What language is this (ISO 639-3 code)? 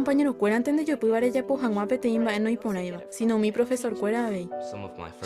grn